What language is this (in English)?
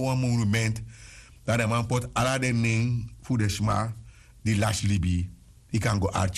Sranan Tongo